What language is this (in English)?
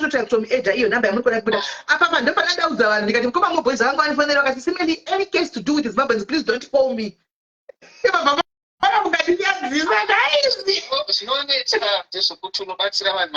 Shona